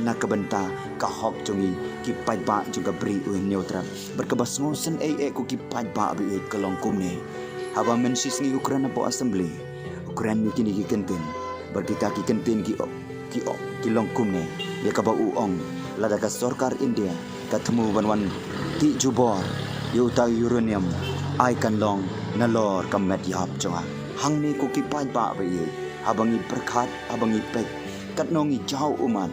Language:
Khasi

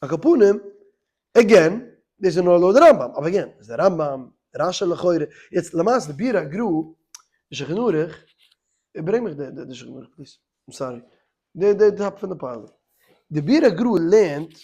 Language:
Yiddish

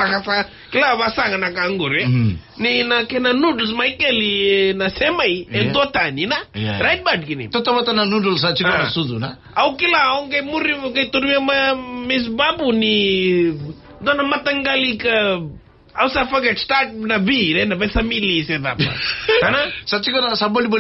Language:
Fijian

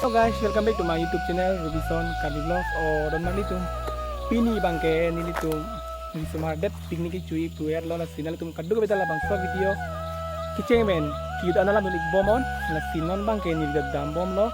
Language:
Karbi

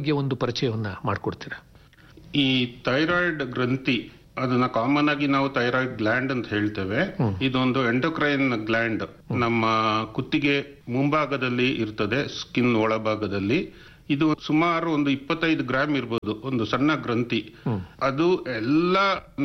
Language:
Kannada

